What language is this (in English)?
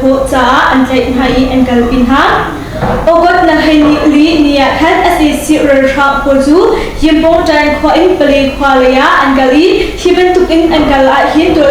Hakha Chin